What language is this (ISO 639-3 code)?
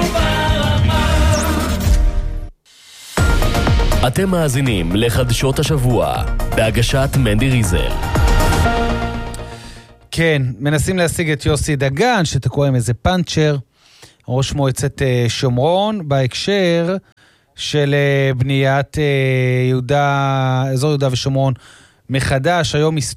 heb